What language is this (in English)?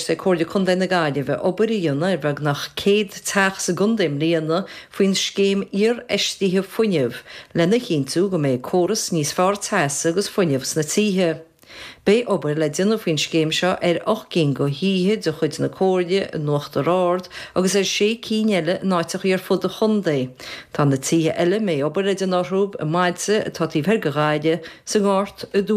Irish